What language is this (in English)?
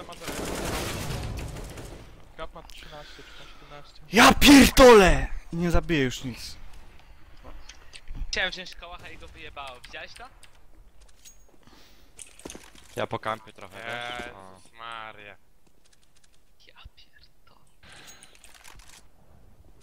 Polish